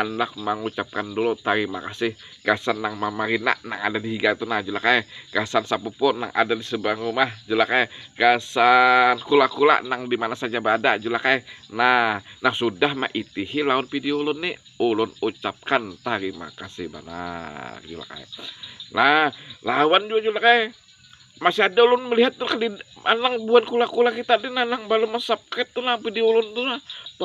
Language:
Banjar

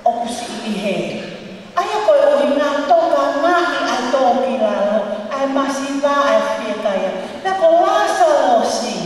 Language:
Tongan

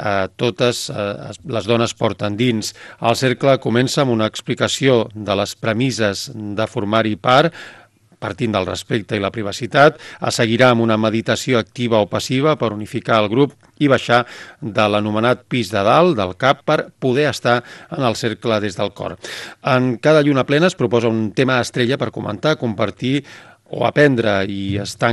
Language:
Catalan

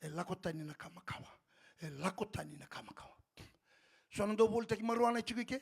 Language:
Fijian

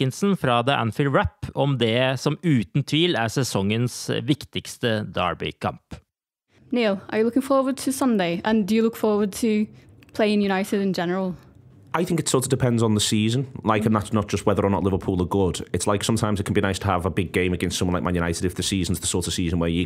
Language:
Norwegian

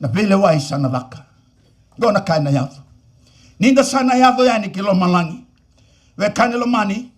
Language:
Fijian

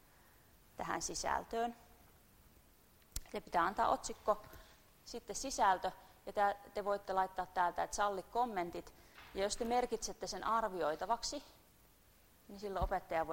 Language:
Finnish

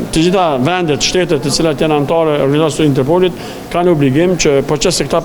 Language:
Albanian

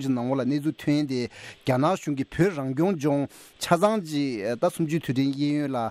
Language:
Tibetan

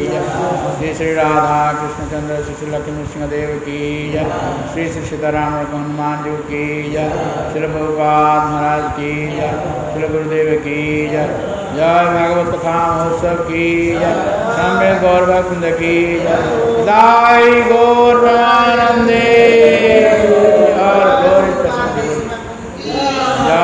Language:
Odia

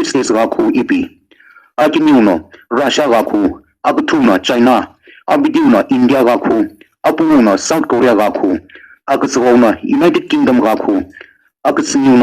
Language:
Sumi Naga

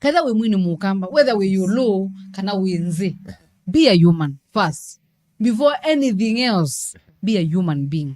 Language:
Kamba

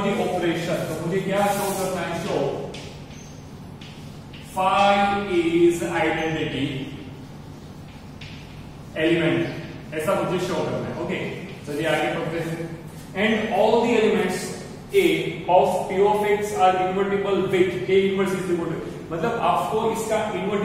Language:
Hindi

